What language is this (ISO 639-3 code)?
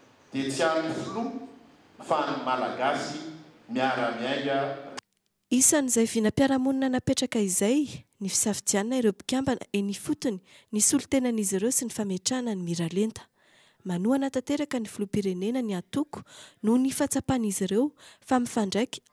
mlg